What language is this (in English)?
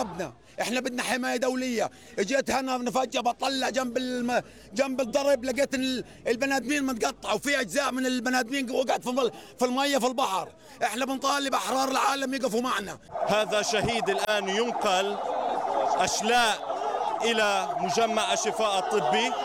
Arabic